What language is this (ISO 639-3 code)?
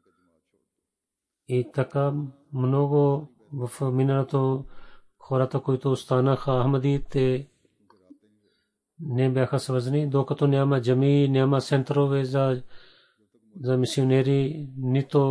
bul